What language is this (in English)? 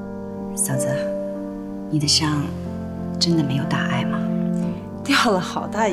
Chinese